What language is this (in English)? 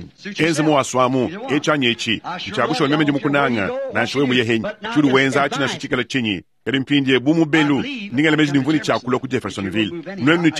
Luba-Lulua